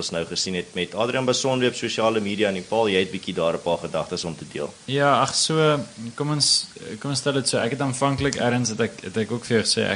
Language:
Afrikaans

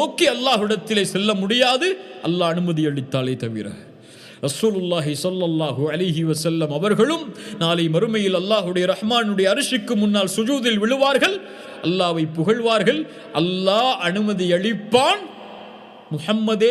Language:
Tamil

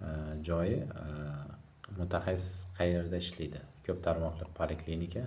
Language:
Uzbek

